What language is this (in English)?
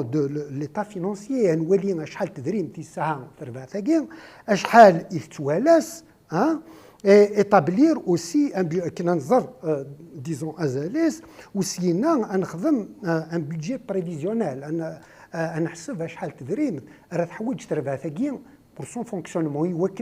Kabyle